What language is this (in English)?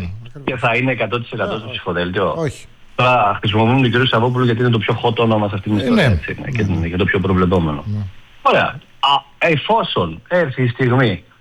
Greek